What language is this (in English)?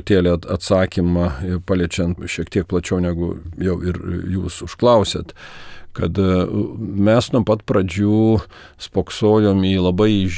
Lithuanian